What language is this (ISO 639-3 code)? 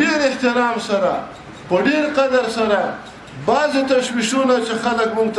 pus